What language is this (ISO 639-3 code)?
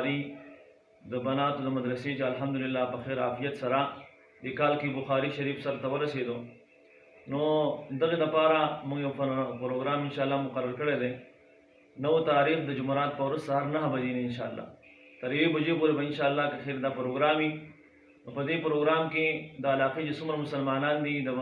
pus